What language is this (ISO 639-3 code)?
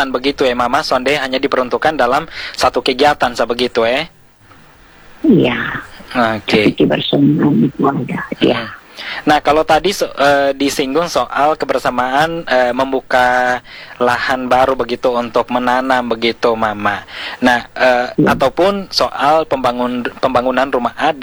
ind